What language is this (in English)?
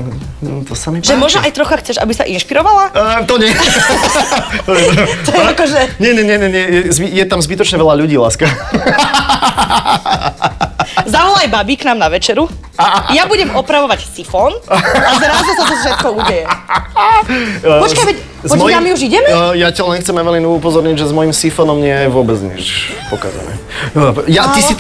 Slovak